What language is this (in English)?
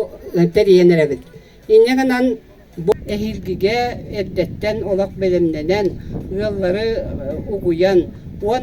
Yakut